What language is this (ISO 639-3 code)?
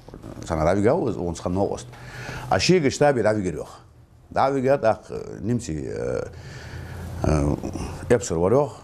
inh